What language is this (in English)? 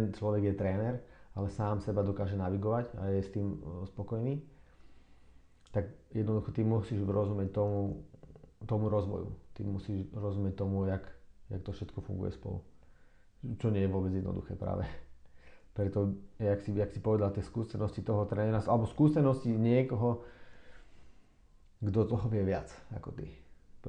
Slovak